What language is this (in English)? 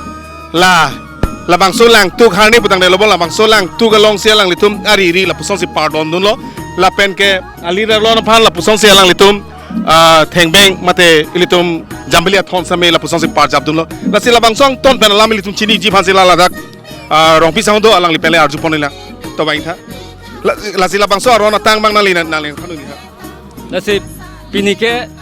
Karbi